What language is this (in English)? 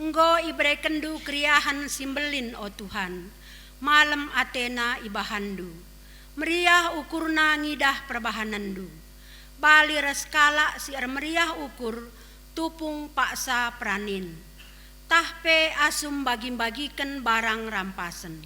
Batak Karo